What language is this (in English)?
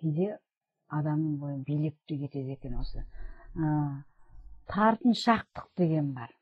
Kazakh